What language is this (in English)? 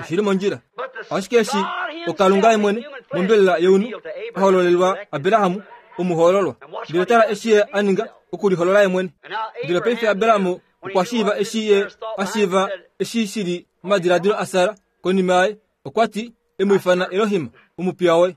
Kuanyama